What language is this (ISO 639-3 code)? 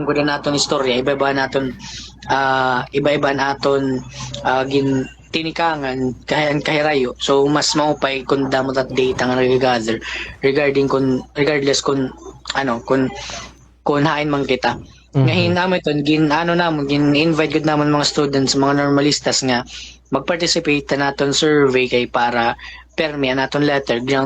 war